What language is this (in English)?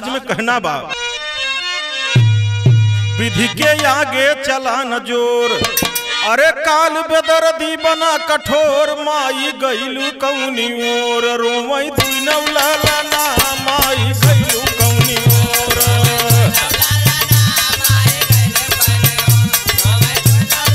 Bhojpuri